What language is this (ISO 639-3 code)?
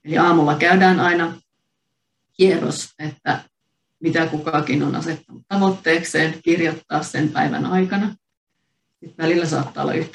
fin